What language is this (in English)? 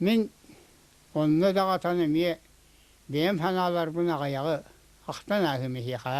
Yakut